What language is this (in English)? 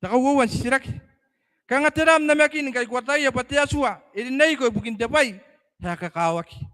Gilbertese